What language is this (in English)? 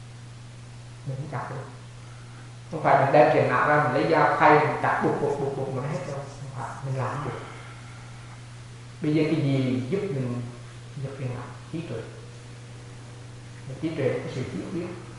Vietnamese